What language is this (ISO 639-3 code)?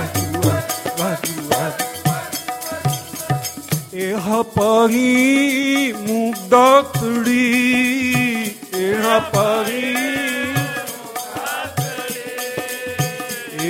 pan